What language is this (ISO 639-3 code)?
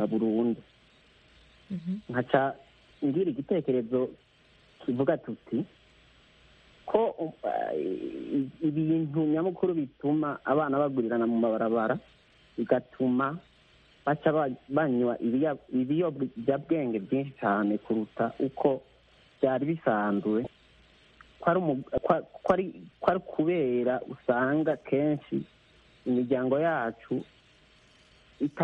kin